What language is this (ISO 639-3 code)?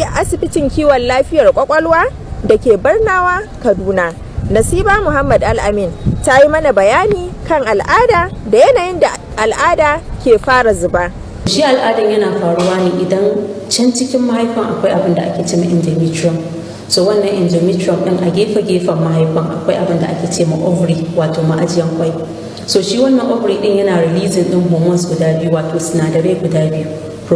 hau